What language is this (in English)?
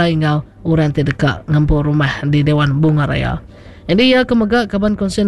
Iban